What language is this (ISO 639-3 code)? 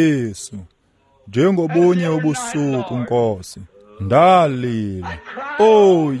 xho